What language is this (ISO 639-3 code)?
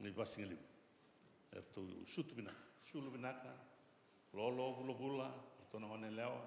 fij